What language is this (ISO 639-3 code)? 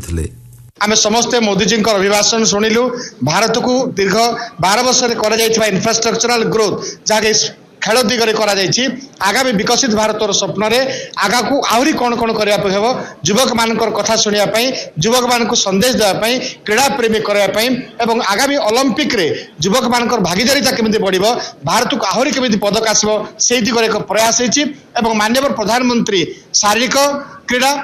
ori